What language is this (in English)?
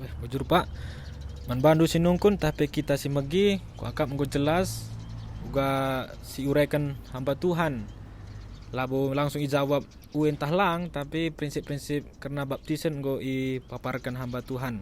Batak Karo